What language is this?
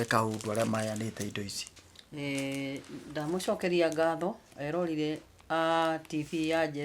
Kikuyu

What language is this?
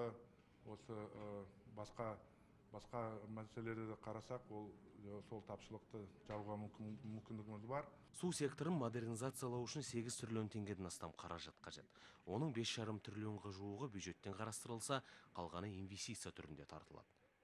Kazakh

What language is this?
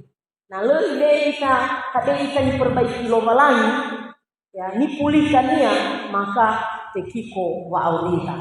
Nias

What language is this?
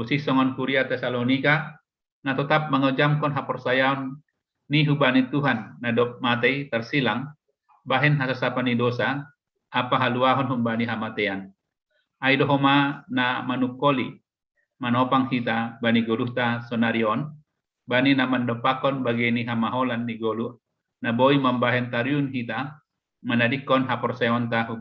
Batak Simalungun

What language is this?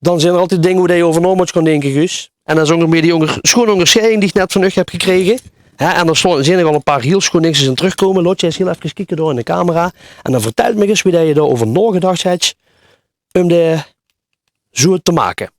Limburgish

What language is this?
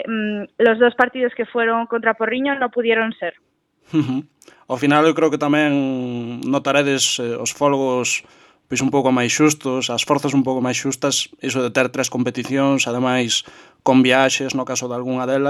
Galician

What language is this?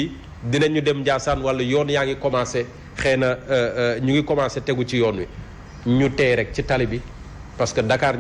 Wolof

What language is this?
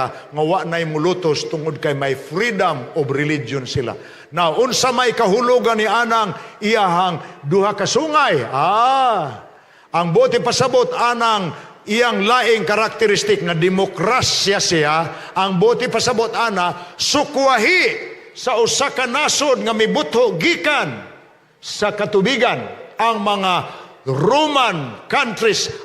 Cebuano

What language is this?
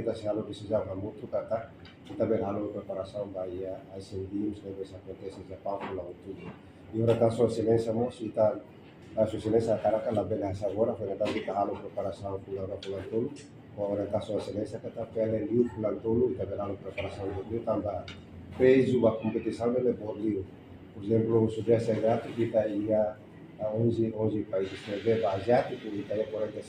Tetum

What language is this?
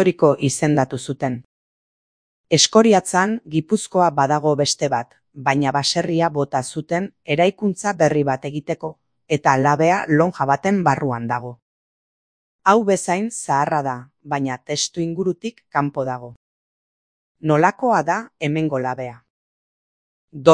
Basque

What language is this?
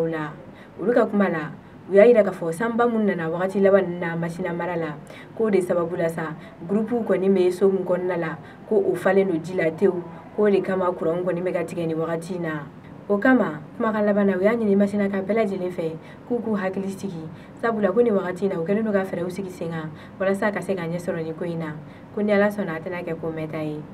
Bambara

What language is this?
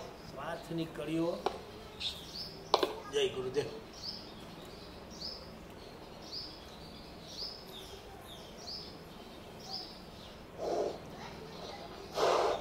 Gujarati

